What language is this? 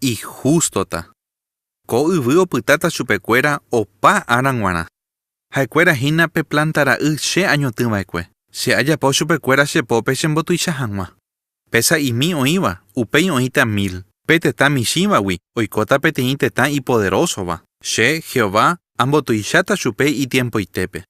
Guarani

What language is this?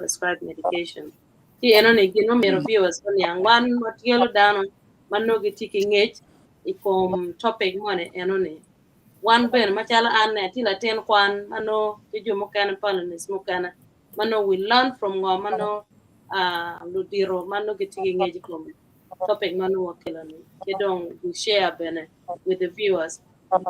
Acoli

